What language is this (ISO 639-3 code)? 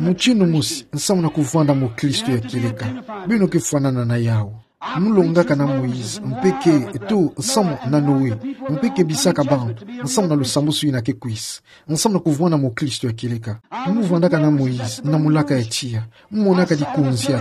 ktu